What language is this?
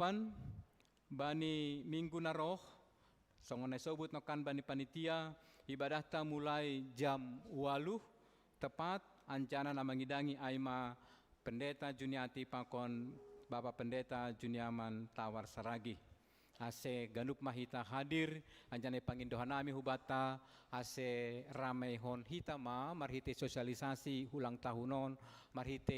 Batak Simalungun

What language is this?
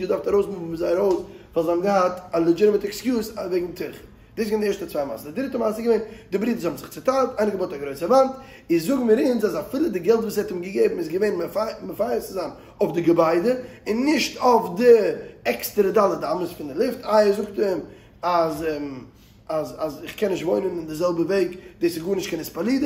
Yiddish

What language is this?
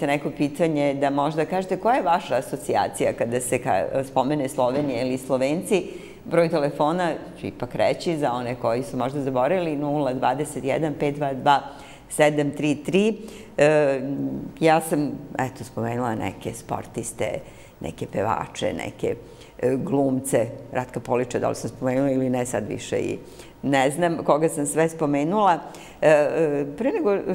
Serbian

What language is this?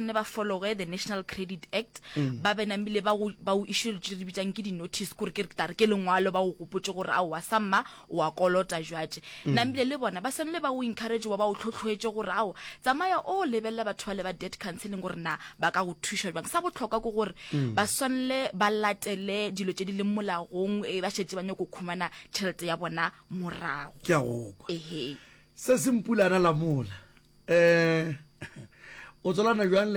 Northern Sotho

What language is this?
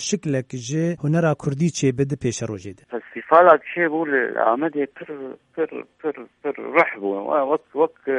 Kurdish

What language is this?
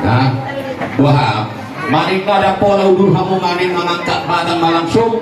Batak Toba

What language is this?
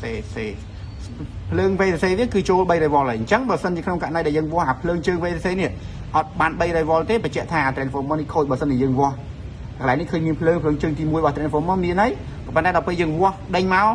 Khmer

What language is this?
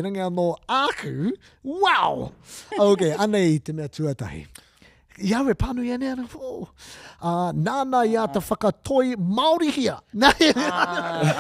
Māori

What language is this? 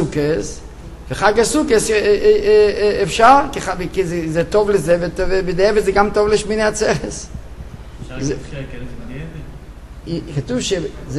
Hebrew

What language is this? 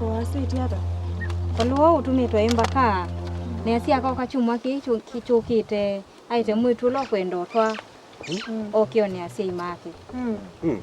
Kamba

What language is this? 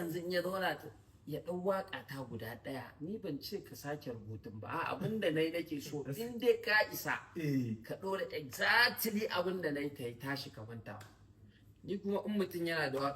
Hausa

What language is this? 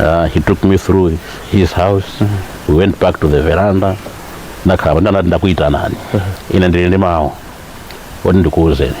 Nyanja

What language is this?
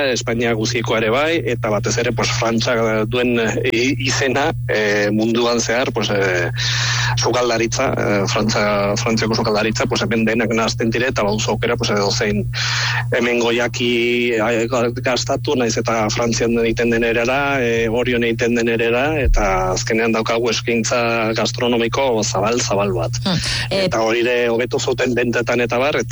Basque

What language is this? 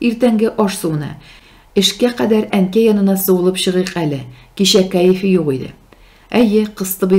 Tatar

